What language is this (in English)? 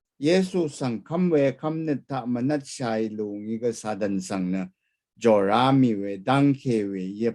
Rawang